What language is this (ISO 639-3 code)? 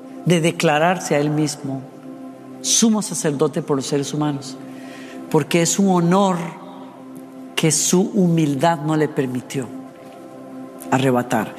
spa